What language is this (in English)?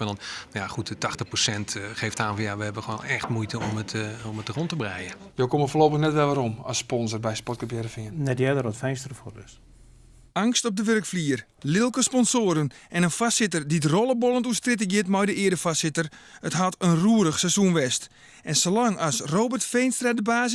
Western Frisian